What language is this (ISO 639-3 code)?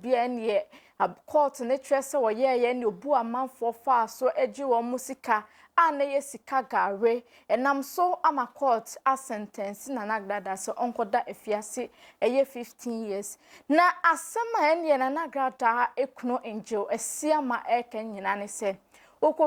aka